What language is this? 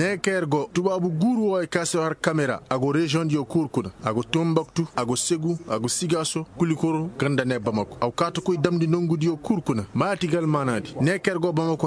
Koyraboro Senni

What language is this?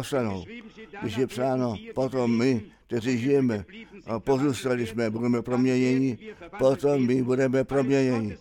Czech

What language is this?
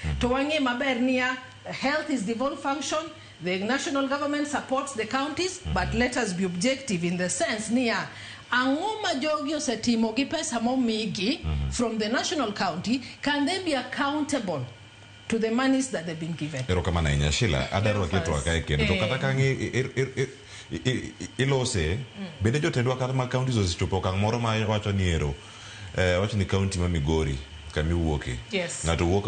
Luo (Kenya and Tanzania)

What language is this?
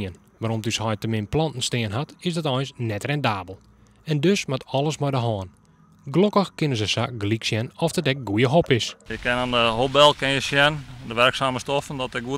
Western Frisian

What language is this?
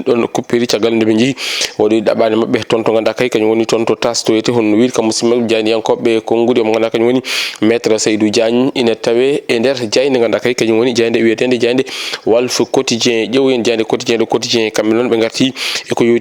Fula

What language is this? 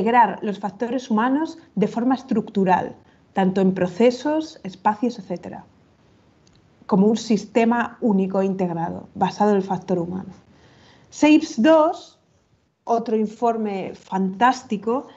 Spanish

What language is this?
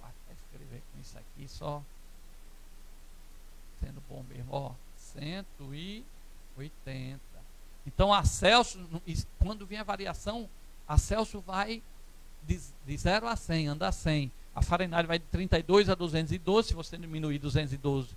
Portuguese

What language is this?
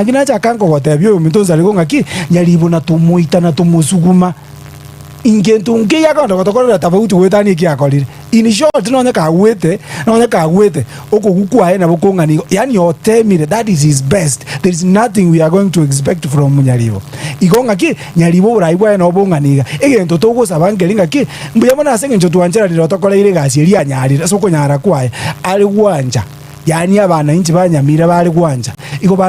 Gusii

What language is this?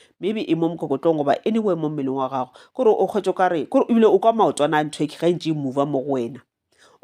Northern Sotho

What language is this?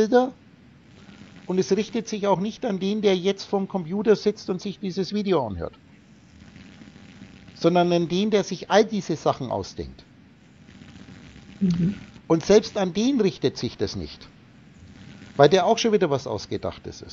German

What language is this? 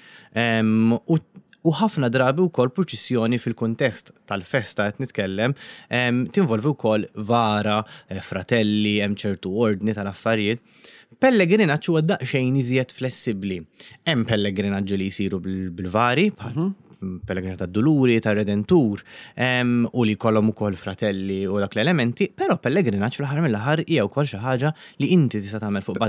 Maltese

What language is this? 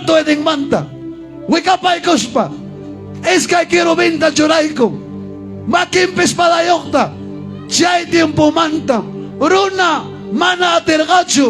Ayacucho Quechua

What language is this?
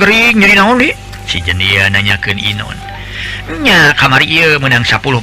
Sundanese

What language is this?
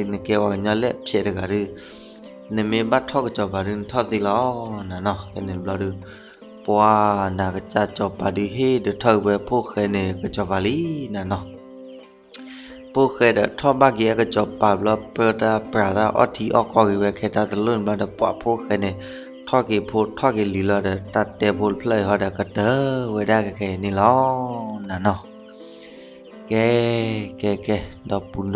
S'gaw Karen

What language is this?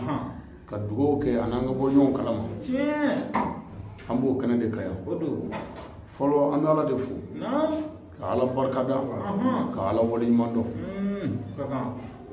Bambara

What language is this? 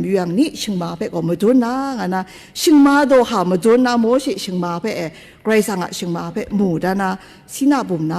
Kachin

